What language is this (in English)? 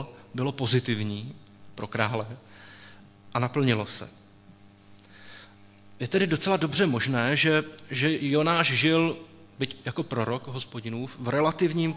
Czech